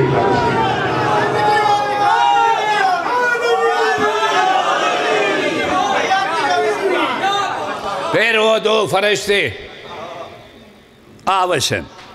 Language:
Saraiki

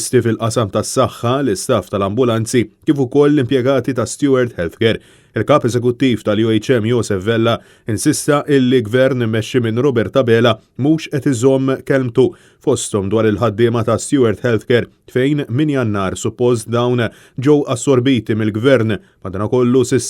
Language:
Maltese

